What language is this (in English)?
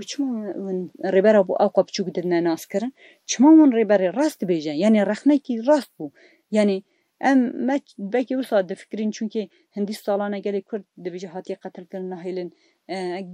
Kurdish